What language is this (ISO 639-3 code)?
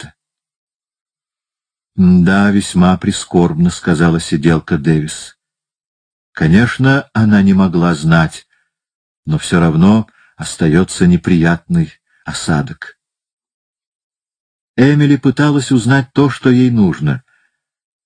rus